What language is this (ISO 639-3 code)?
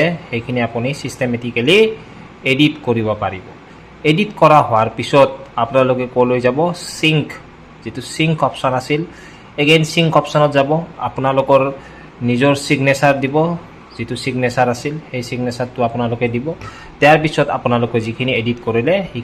asm